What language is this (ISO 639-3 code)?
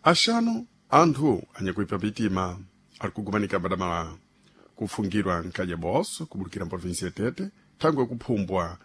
seh